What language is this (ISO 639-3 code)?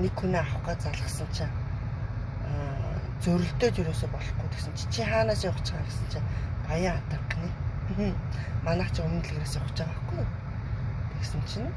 mon